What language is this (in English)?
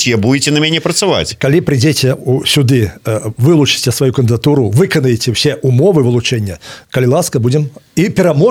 Belarusian